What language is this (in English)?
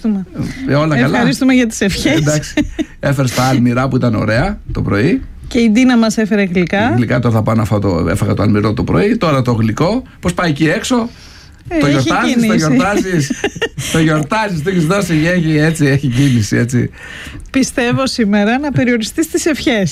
Greek